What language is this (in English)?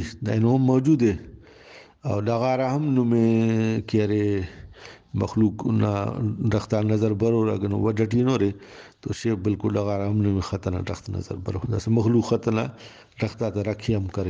Brahui